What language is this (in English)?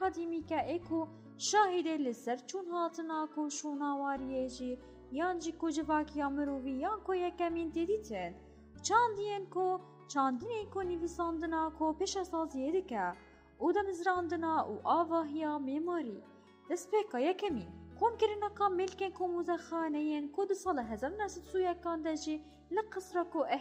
Kurdish